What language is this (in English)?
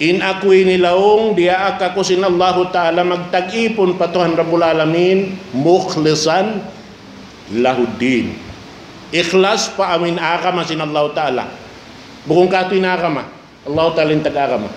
Tausug